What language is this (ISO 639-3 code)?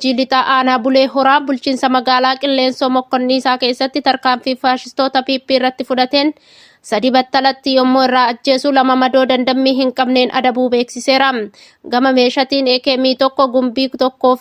orm